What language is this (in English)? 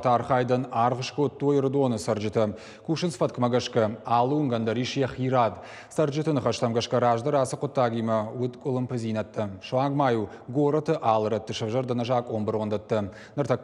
Ossetic